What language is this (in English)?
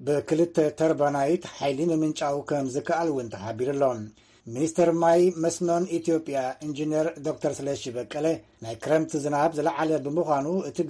Tigrinya